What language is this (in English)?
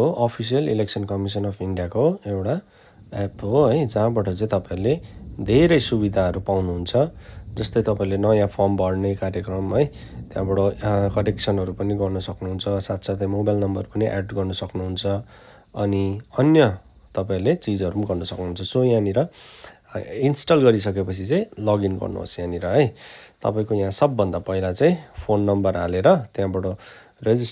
Nepali